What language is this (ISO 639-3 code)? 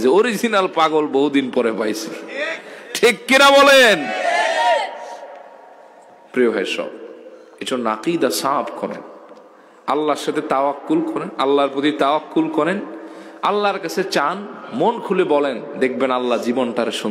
ben